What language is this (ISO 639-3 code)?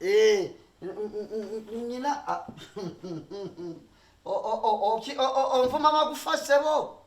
lug